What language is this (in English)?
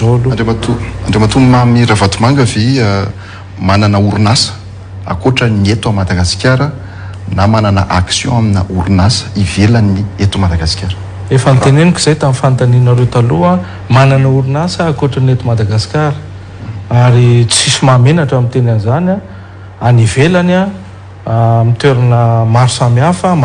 Malagasy